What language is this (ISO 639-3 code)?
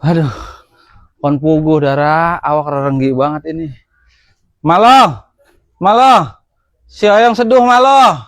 bew